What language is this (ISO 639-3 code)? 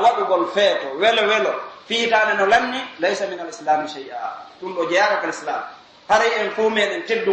fuf